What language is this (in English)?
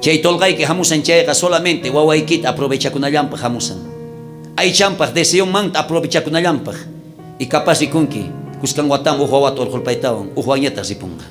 South Bolivian Quechua